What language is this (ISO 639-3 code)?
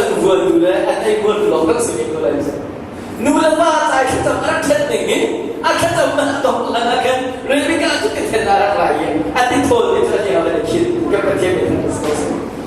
cnh